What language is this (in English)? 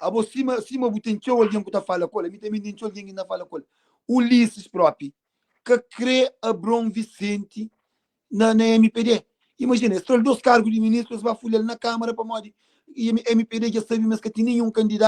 Kabuverdianu